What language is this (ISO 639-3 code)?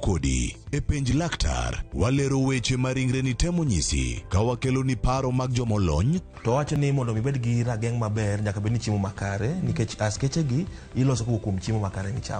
luo